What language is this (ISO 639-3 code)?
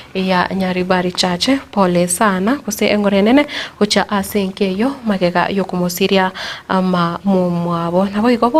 guz